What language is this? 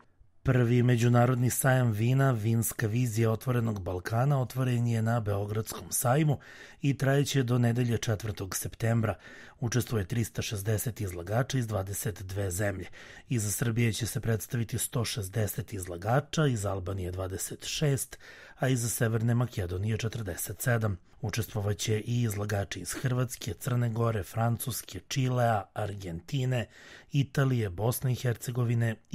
Serbian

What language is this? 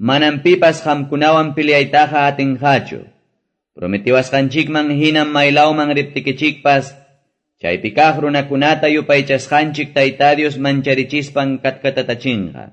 Quechua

